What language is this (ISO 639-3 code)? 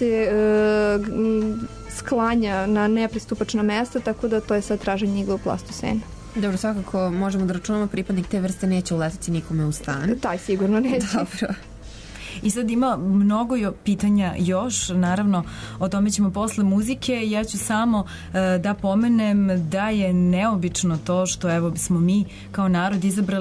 srp